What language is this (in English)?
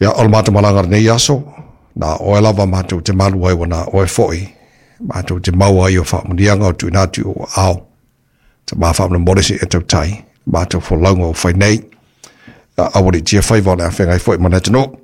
Samoan